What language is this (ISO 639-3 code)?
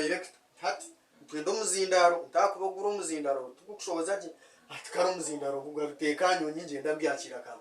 nyn